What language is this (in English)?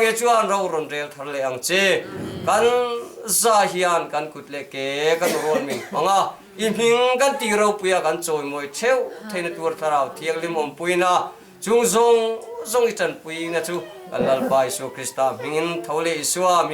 Hakha Chin